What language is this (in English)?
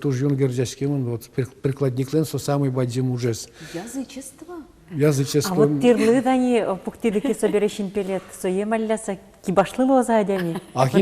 Udmurt